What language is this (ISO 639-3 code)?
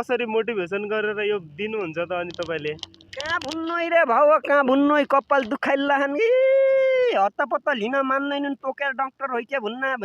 nep